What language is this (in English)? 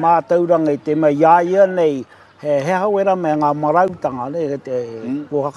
Māori